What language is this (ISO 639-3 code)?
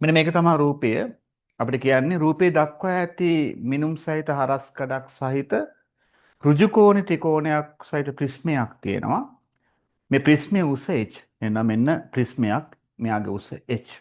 sin